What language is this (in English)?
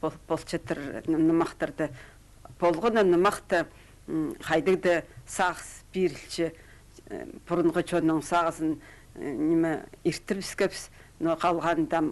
Khakas